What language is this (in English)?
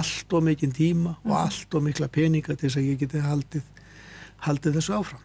Icelandic